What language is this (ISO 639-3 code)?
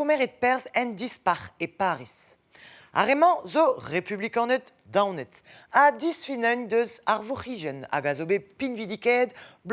bre